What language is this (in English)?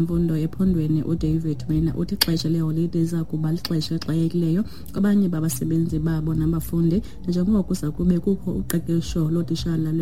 Xhosa